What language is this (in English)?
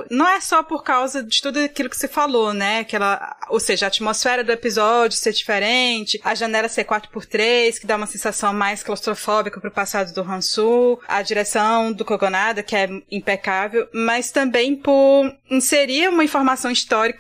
Portuguese